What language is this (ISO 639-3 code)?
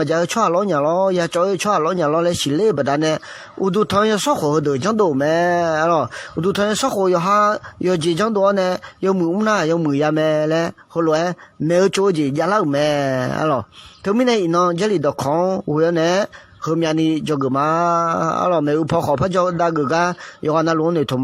ahk